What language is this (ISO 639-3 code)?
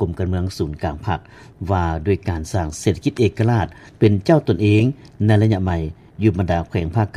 lao